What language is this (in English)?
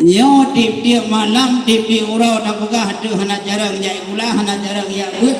Achinese